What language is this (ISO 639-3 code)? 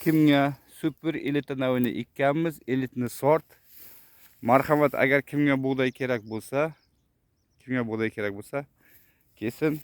uzb